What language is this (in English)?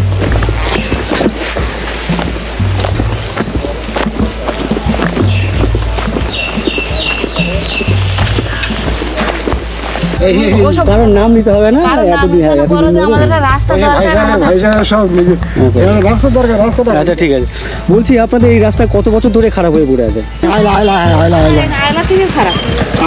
Bangla